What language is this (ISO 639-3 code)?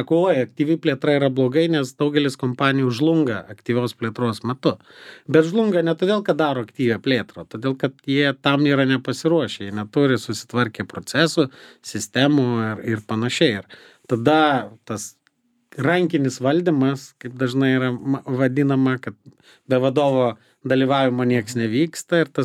lit